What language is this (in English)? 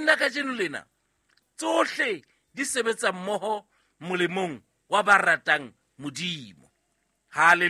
Southern Sotho